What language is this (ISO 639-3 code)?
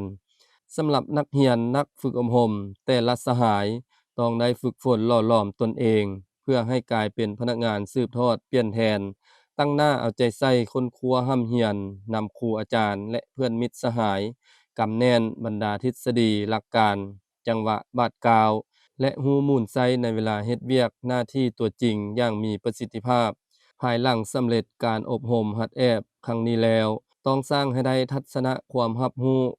lao